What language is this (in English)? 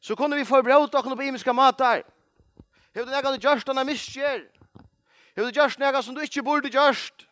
Faroese